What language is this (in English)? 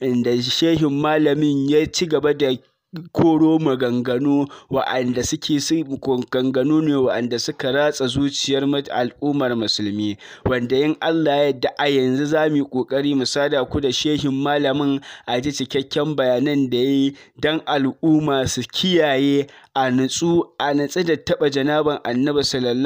Hausa